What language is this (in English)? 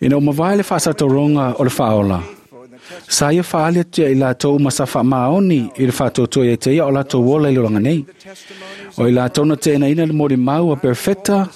Samoan